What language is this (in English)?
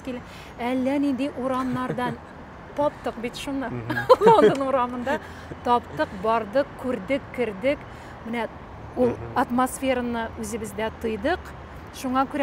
Tatar